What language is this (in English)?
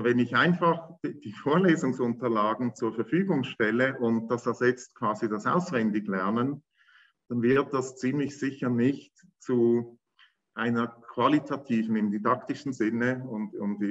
German